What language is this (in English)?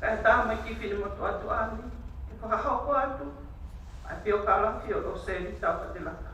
Tongan